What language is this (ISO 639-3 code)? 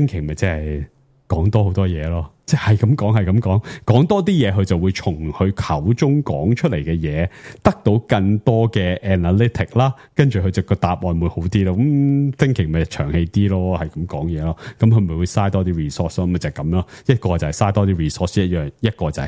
yue